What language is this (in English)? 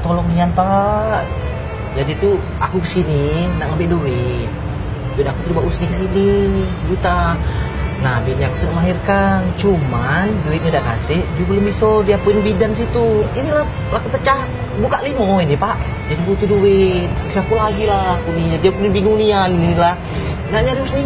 Musi